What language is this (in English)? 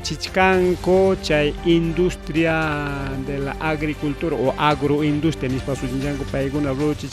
Ayacucho Quechua